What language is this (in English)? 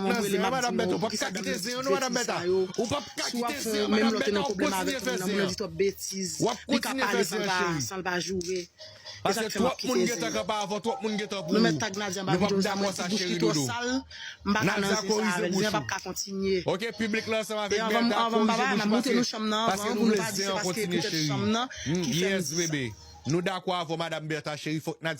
Haitian Creole